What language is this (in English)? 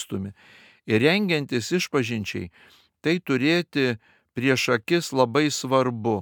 Lithuanian